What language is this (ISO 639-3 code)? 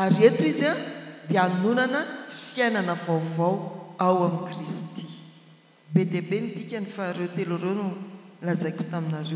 mlg